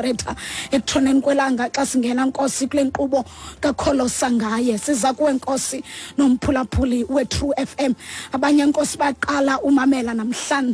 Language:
Xhosa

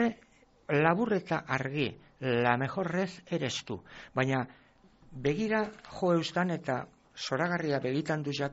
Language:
Basque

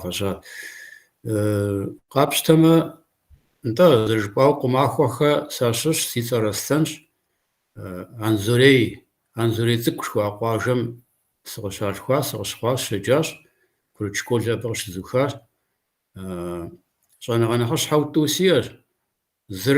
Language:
Kabardian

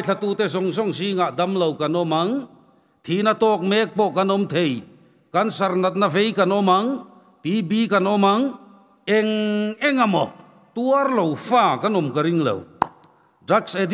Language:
Mizo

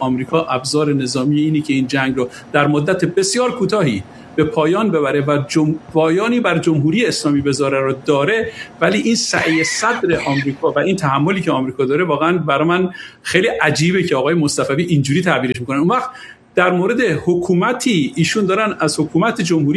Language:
Persian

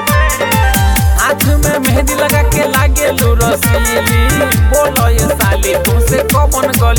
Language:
Bhojpuri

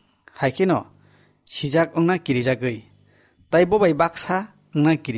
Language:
Kok Borok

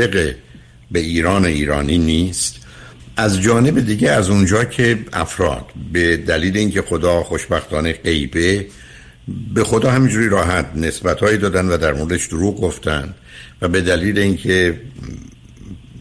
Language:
Persian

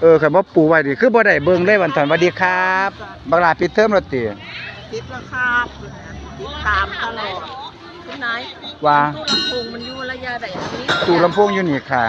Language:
Northeastern Thai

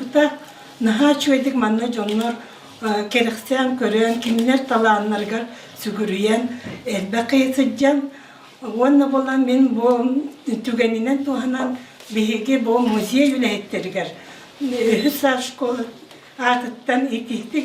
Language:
Yakut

